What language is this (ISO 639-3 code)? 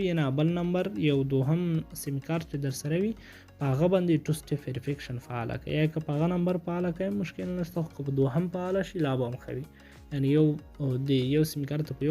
pus